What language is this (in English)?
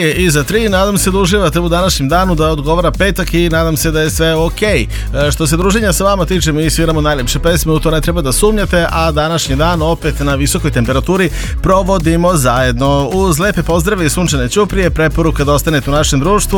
Serbian